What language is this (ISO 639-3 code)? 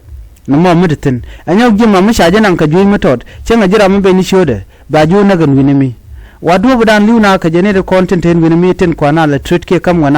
nus